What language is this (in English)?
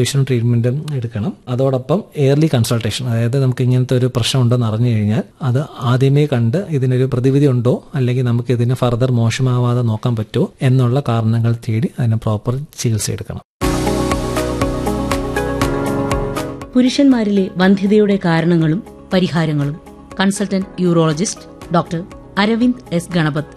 Malayalam